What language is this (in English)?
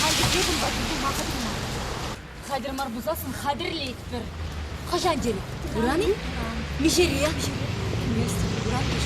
Chuvash